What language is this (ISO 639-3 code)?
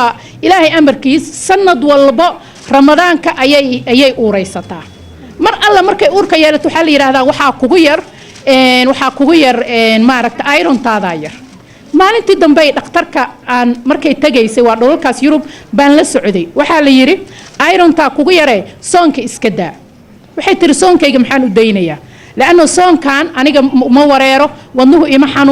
som